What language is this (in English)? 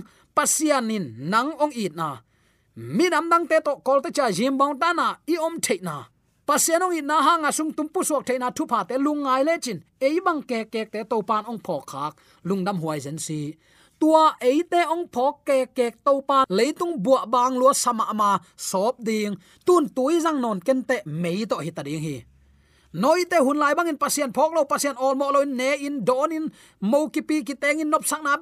Tedim Chin